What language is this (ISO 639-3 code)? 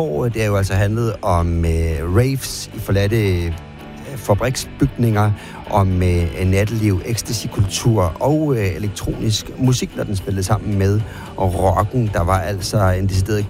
dan